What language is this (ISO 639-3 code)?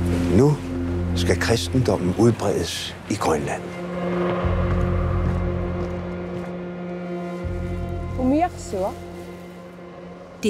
dan